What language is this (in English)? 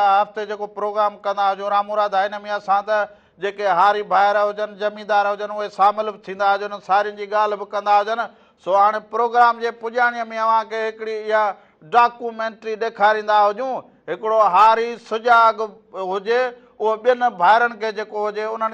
Sindhi